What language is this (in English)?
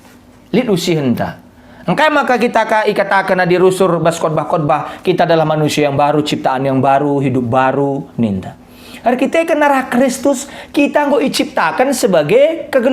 Batak Karo